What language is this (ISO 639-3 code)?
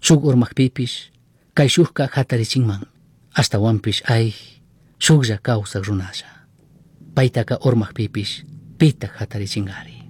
qug